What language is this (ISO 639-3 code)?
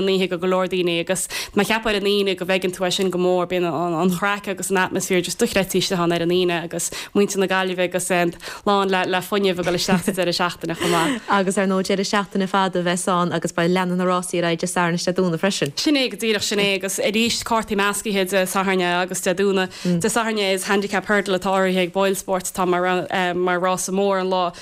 gle